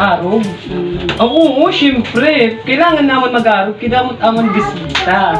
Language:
Waray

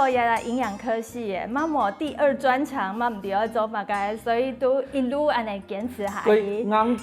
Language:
Hakka Chinese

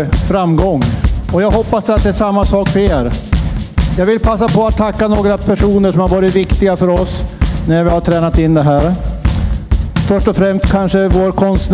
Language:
Swedish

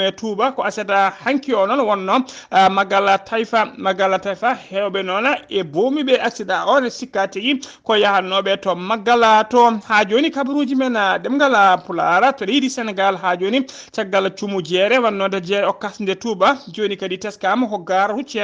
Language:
Fula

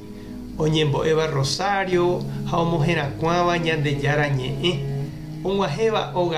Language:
Guarani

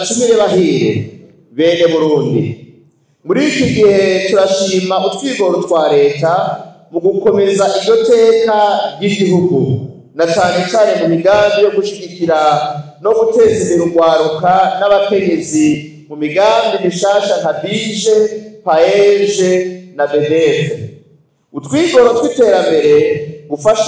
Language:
Rundi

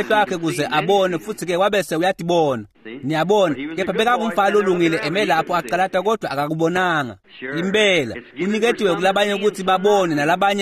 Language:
Swati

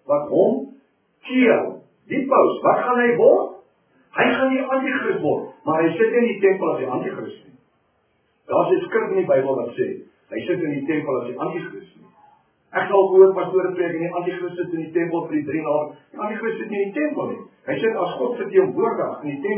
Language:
Afrikaans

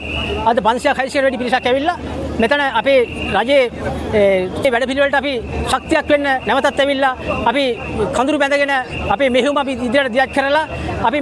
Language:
Sinhala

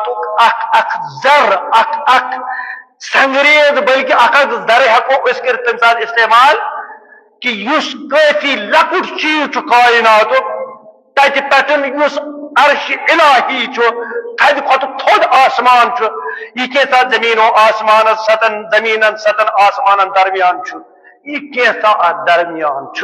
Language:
Kashmiri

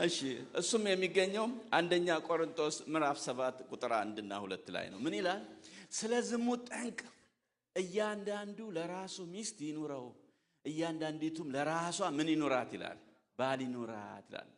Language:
Amharic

